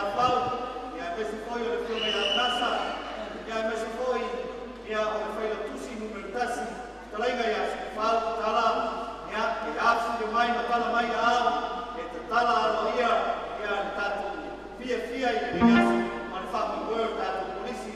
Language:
Samoan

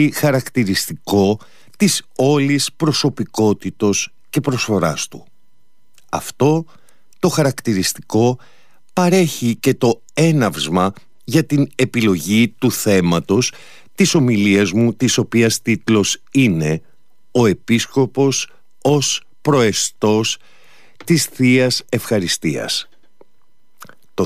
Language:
Greek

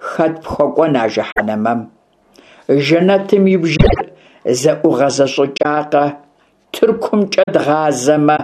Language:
Kabardian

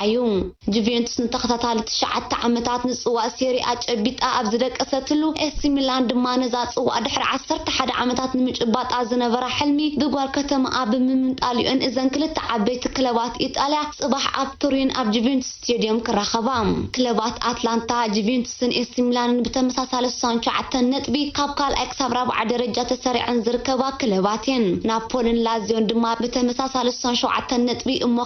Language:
Tigrinya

